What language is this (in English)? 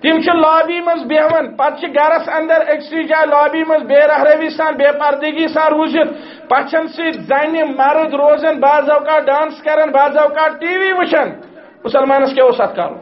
Kashmiri